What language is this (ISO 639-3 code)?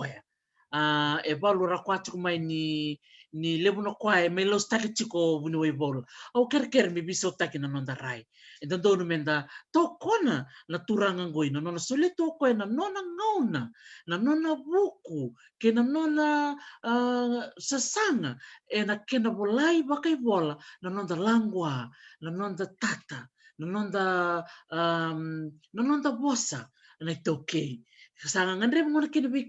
fij